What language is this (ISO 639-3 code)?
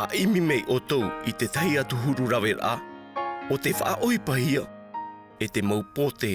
tah